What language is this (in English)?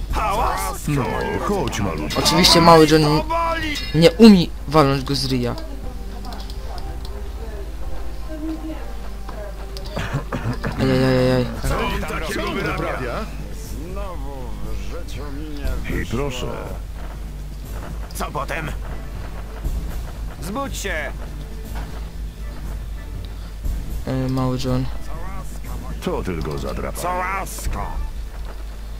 Polish